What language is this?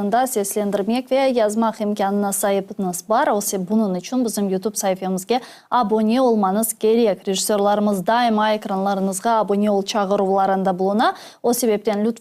Crimean Tatar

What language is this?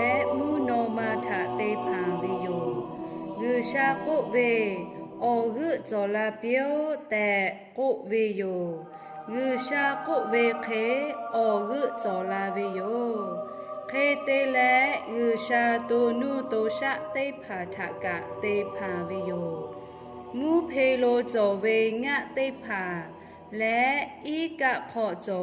Lahu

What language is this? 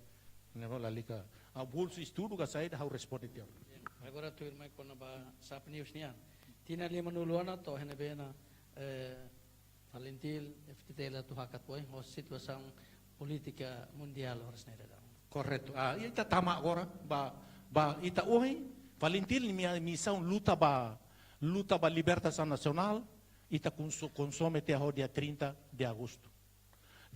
Tetum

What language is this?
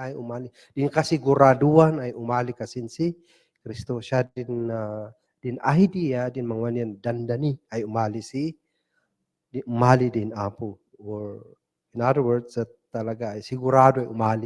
Kankanaey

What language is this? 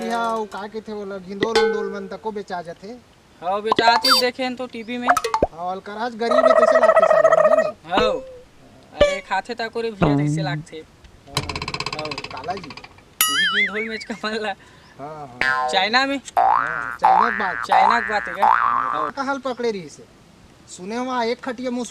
Chhattisgarhi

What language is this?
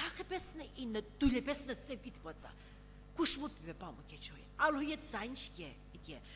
Sumi Naga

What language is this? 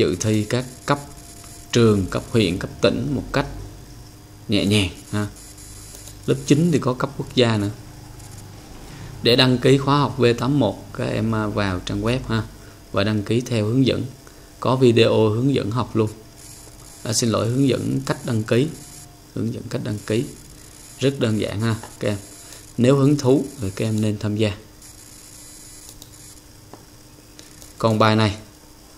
Vietnamese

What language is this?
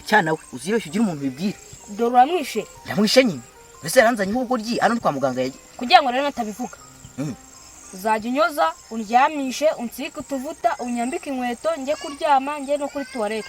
Kinyarwanda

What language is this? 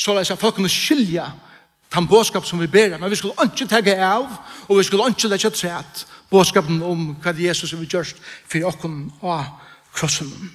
Faroese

